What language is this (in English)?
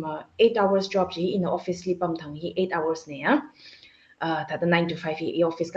Tangkhul Naga (India)